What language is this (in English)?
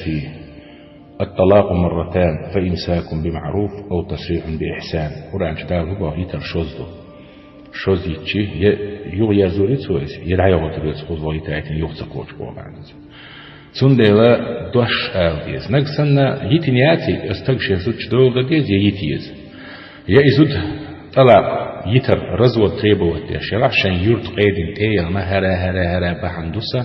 Chechen